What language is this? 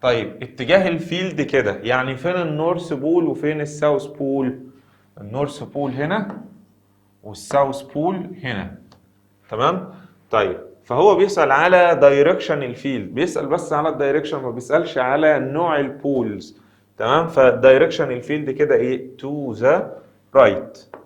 Egyptian Arabic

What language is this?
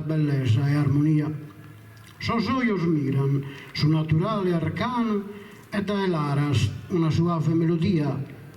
Sardinian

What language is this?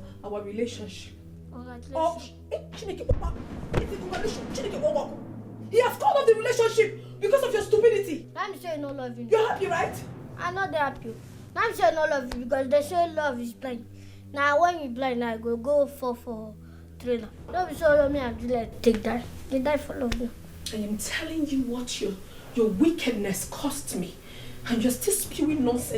Nigerian Pidgin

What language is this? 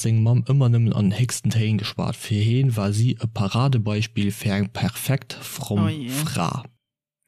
Luxembourgish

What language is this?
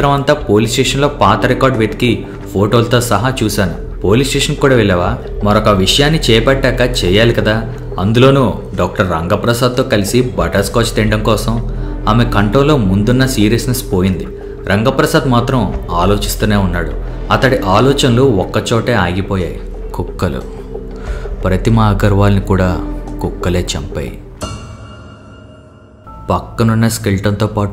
Telugu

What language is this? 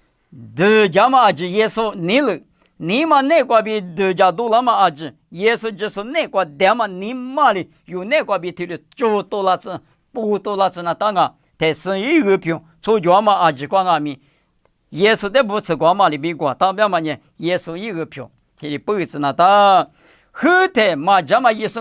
Lisu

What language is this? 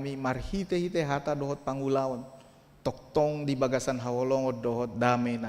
Batak Toba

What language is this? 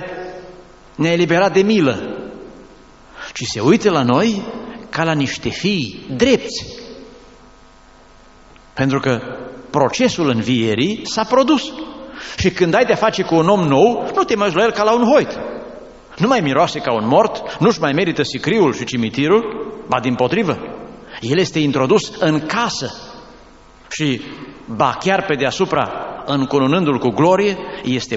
Romanian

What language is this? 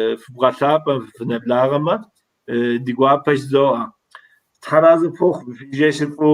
Kabardian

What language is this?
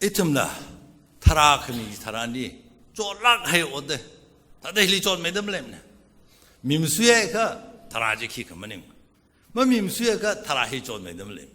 Tangkhul Naga (India)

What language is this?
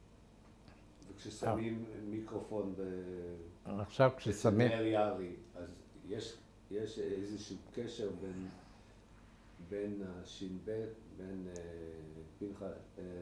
Hebrew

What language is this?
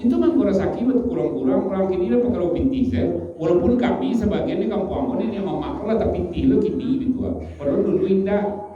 Minangkabau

